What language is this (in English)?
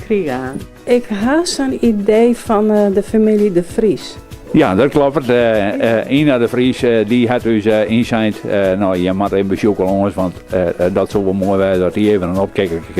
Western Frisian